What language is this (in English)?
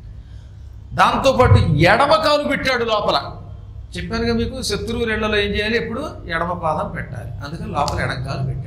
Telugu